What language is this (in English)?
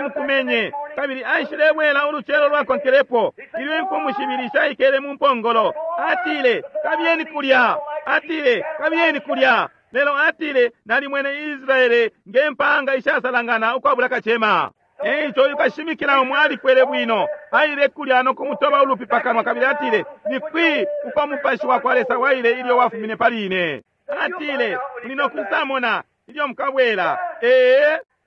Bemba